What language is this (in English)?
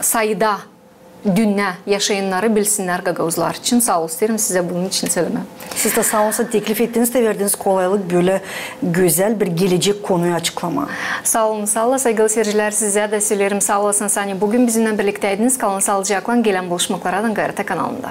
Gagauz